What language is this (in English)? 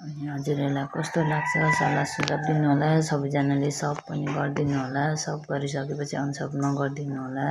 Nepali